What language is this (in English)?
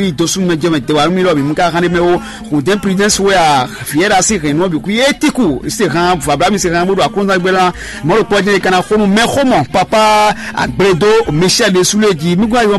Fon